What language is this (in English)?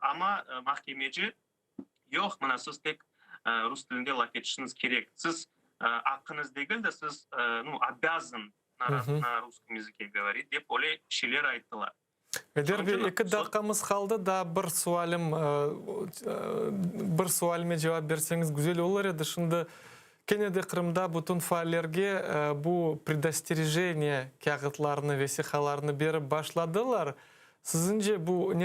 Crimean Tatar